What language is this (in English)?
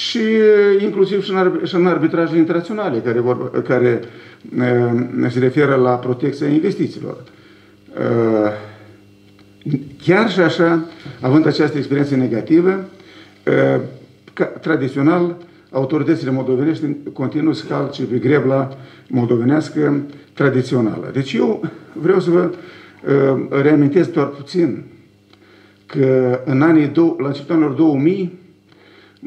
Romanian